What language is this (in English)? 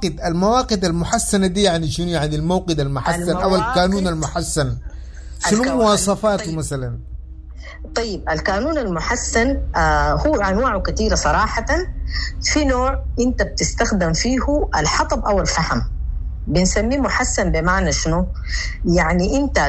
Sudanese Arabic